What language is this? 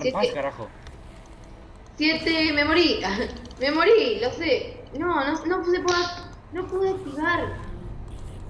Spanish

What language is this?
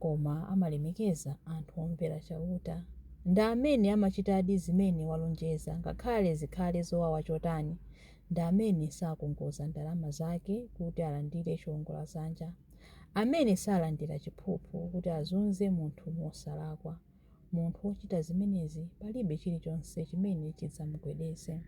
Nyanja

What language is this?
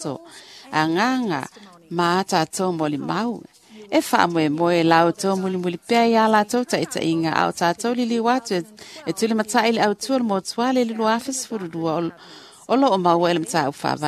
Samoan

